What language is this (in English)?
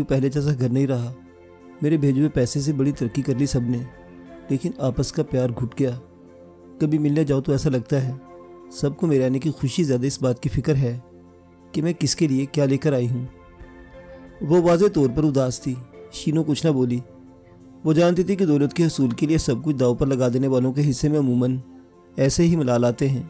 Urdu